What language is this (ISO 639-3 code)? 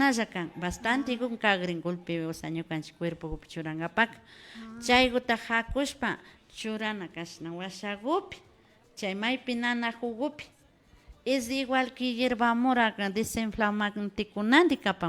qvi